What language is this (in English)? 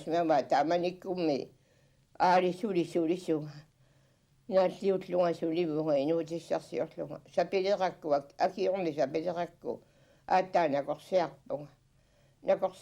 Kalaallisut